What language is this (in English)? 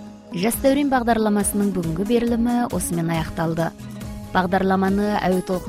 Kazakh